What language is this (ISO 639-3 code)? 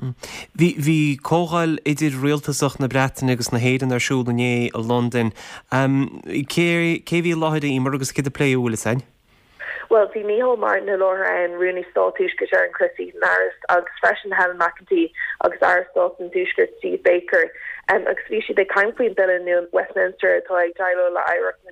gle